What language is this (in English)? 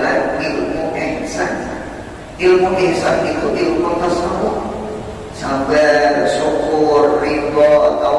Banjar